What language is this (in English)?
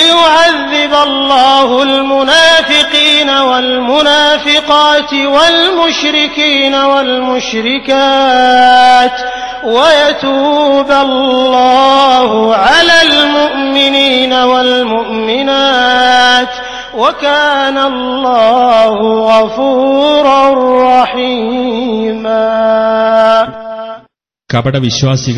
Malayalam